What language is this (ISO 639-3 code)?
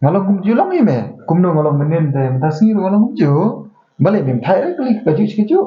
kha